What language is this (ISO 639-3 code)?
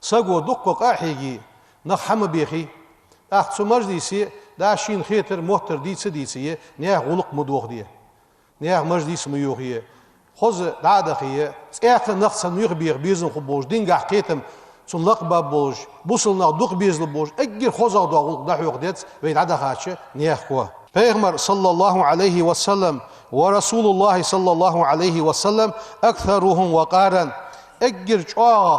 inh